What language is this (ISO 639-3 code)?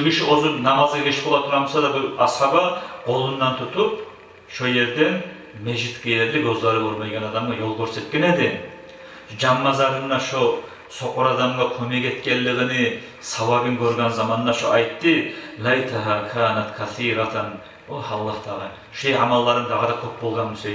kum